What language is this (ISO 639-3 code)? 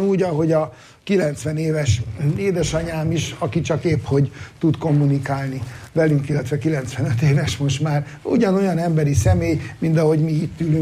hun